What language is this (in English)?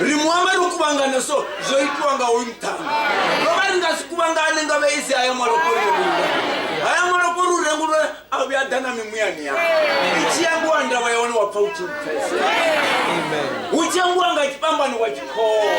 Venda